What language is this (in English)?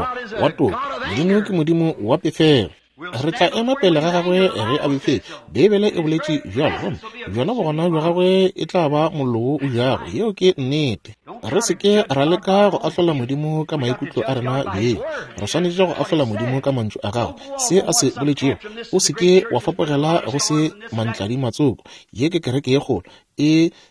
Northern Sotho